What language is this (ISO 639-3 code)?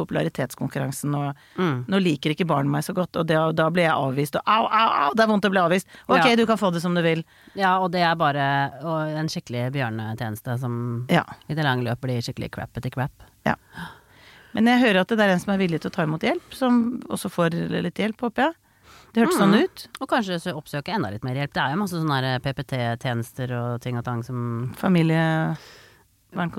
nor